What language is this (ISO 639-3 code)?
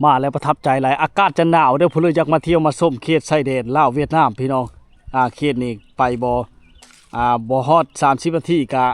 lao